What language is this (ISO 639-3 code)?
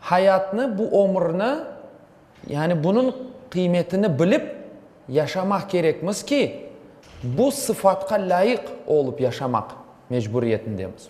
crh